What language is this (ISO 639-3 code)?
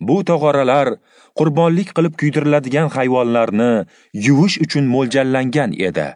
uzb